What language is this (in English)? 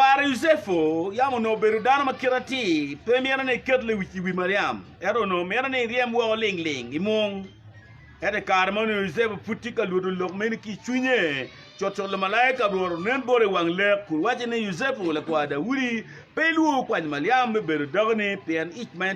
Acoli